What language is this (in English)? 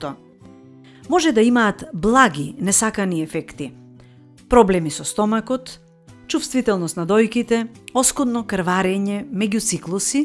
Macedonian